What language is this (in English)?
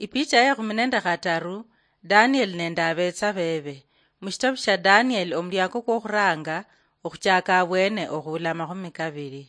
Luyia